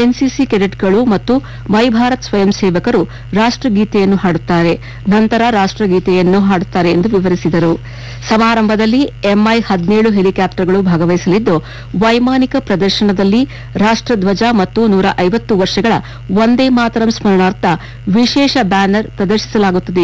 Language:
Kannada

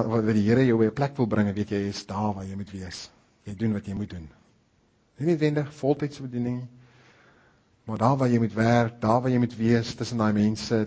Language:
Afrikaans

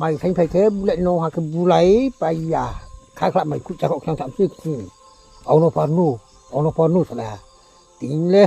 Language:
Riang (India)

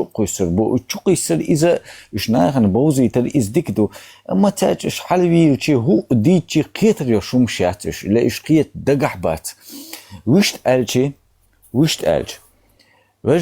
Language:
Chechen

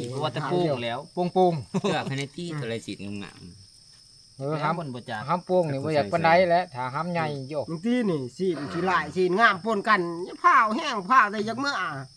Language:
Northeastern Thai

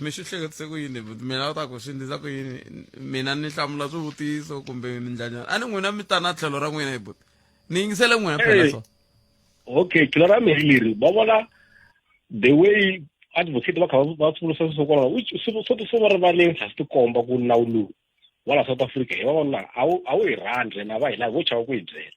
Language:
Tsonga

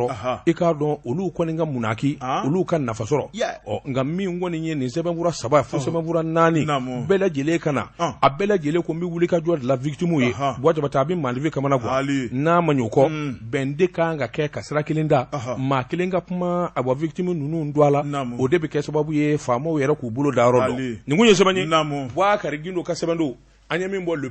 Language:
Bambara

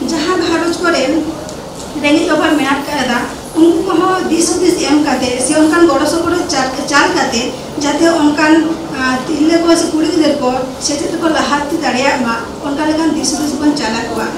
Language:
Santali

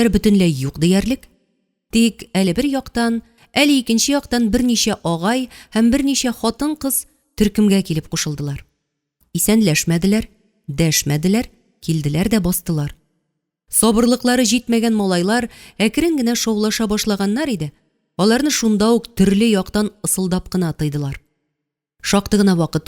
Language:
Tatar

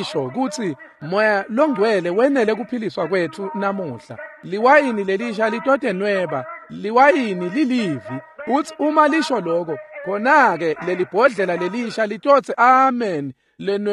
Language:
Swati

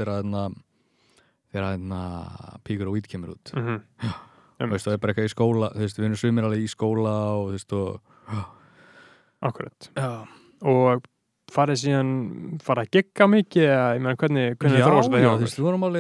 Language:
Icelandic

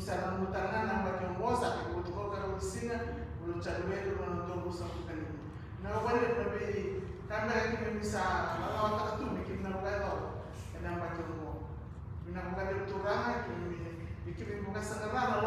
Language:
Fijian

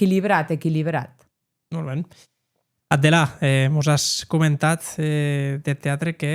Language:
Occitan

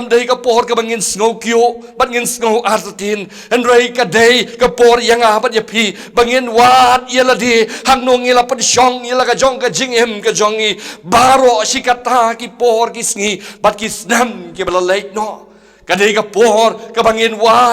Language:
Khasi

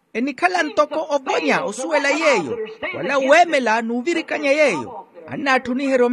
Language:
Makhuwa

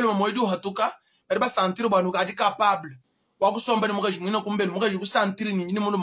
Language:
Luba-Lulua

